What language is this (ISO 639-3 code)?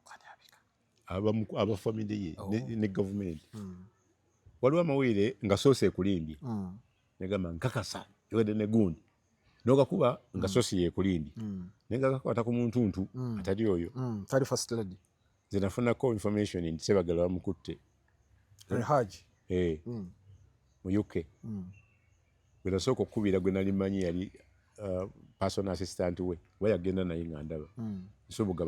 lug